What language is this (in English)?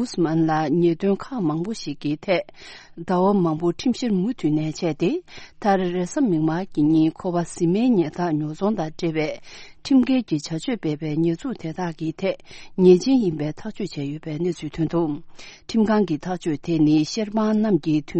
Tibetan